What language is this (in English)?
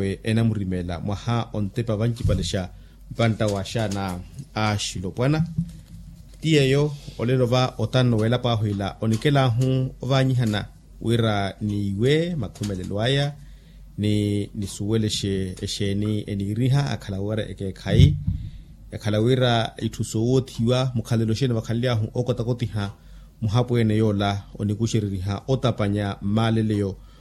Makhuwa